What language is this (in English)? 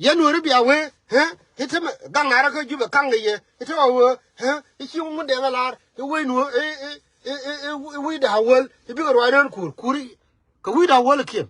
Nuer